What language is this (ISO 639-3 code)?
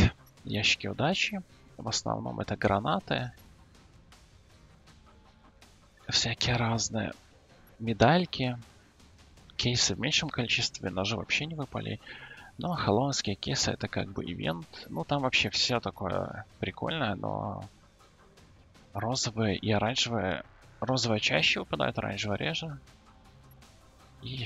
rus